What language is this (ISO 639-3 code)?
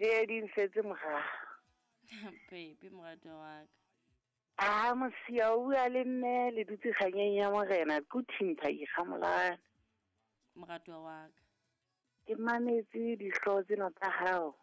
sot